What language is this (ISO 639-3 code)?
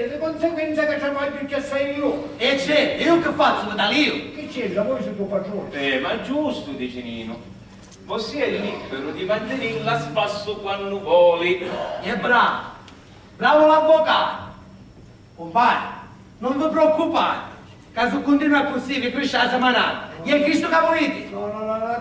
scn